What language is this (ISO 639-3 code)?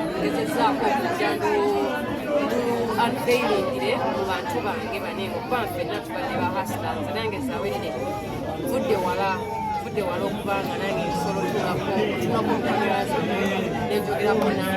lug